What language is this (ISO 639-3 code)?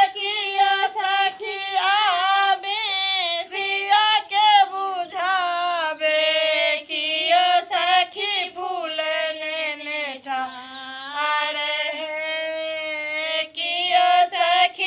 mai